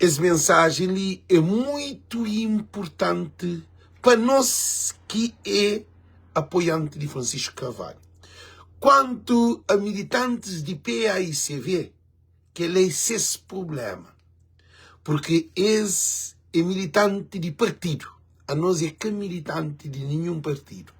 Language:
Kabuverdianu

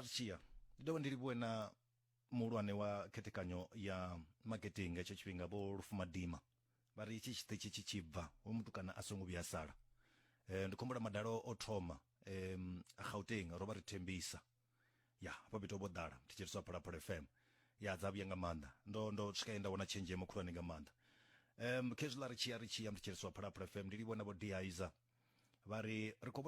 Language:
Venda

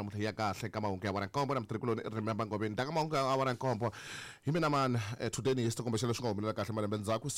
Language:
Tsonga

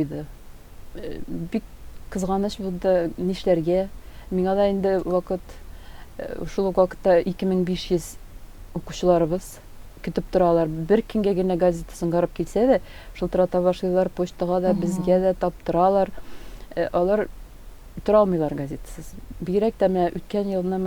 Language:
Tatar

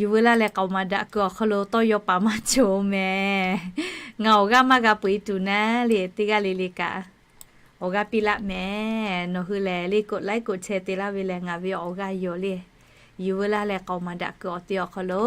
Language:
Lahu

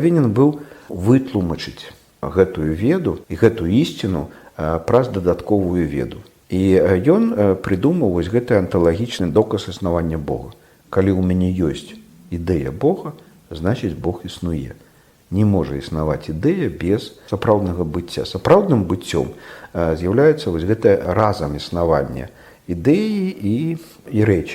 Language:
Belarusian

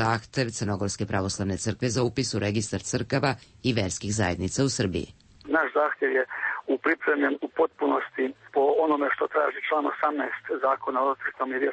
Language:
Serbian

